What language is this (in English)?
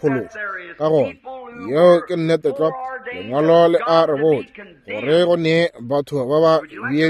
Northern Sotho